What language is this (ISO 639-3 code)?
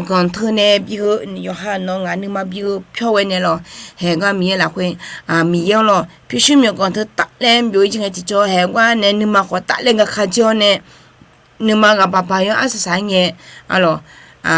ahk